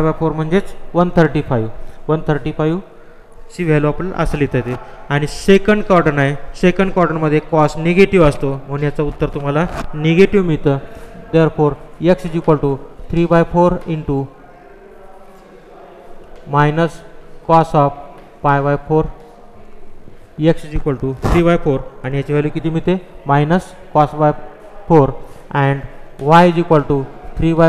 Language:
Marathi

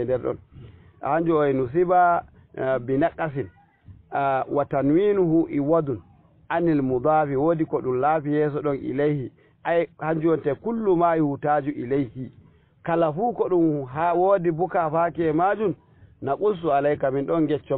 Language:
Fula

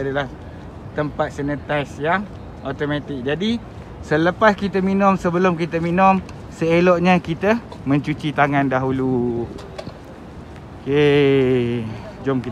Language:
Malay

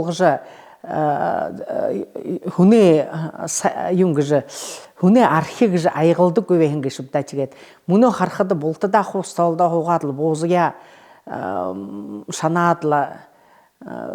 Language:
Buriat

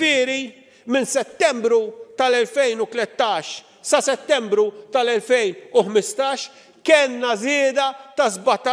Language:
Maltese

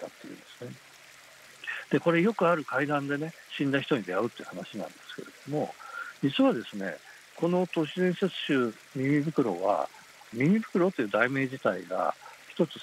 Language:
Japanese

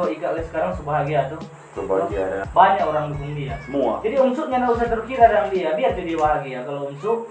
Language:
Manado Malay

